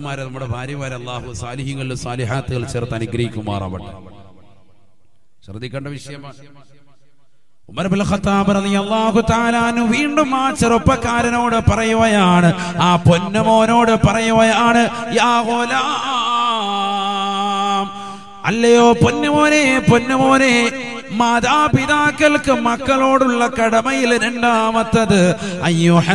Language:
Malayalam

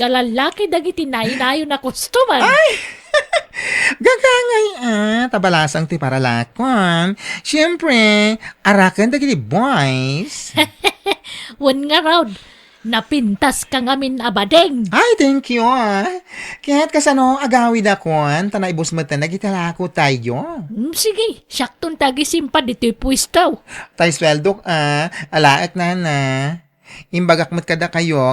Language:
Iloko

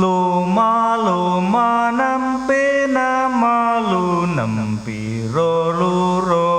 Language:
Javanese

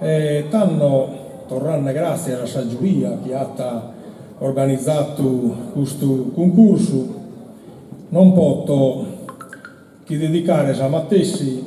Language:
Sardinian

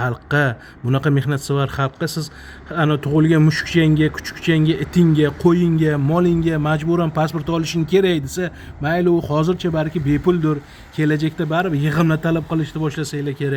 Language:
Uzbek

